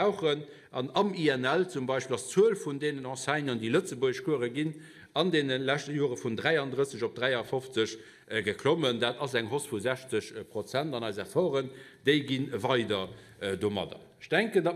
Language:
Luxembourgish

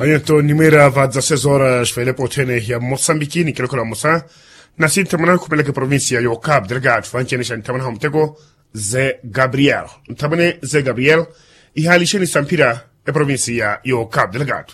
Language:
Makhuwa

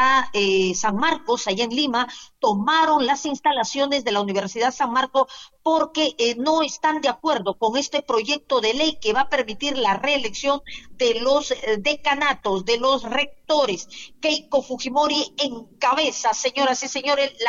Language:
Spanish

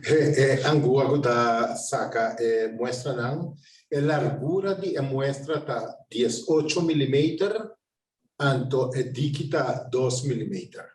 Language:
Papiamento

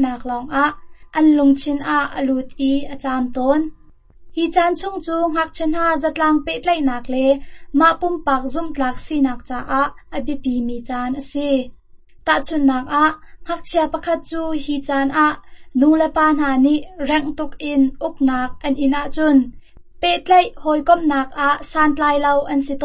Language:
Hakha Chin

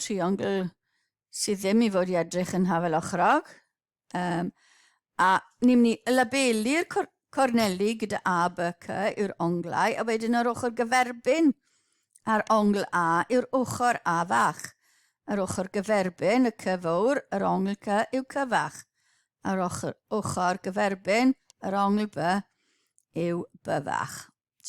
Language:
Welsh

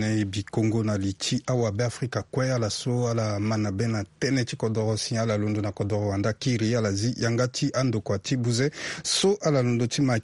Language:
Sango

